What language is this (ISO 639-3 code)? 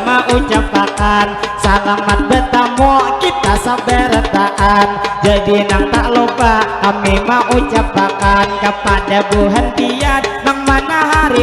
bjn